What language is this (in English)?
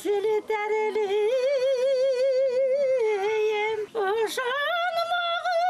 Bashkir